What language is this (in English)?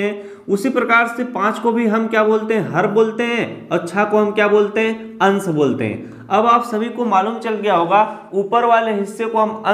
Hindi